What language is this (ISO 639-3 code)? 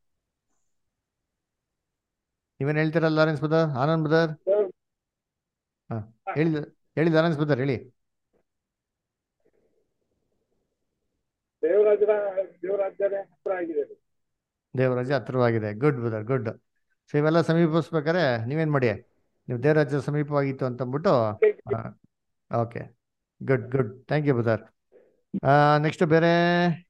kan